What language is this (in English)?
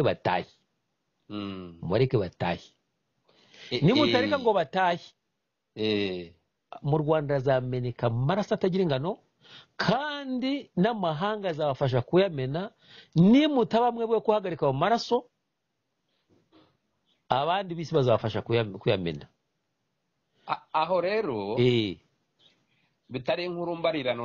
Kinyarwanda